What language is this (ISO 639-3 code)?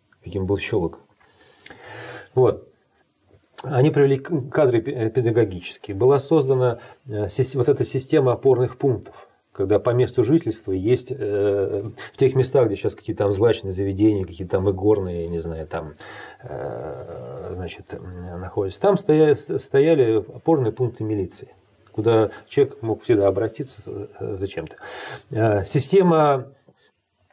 rus